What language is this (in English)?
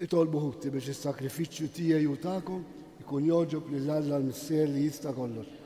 Maltese